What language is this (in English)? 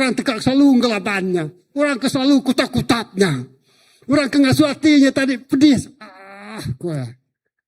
Iban